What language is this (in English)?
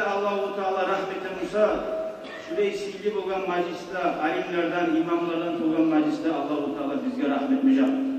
Kumyk